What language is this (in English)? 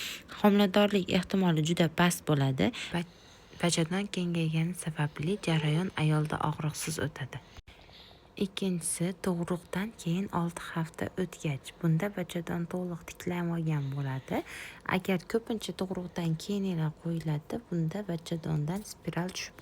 Uzbek